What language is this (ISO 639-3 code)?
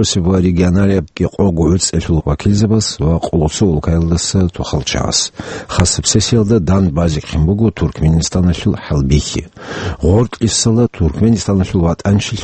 ava